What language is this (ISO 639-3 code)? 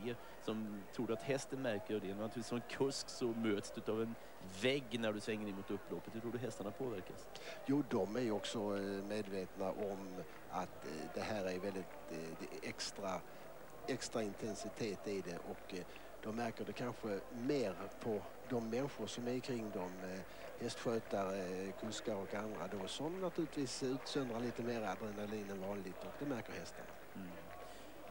swe